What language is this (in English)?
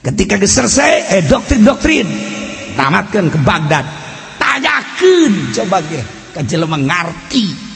Sundanese